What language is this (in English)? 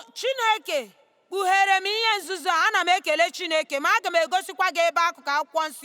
Igbo